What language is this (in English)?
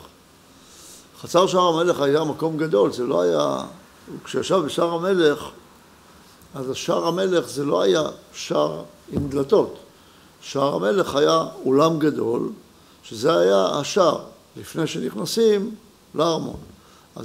Hebrew